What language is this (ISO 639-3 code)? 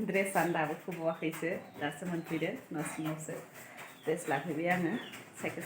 brx